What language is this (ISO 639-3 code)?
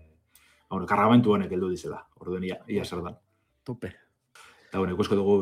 eus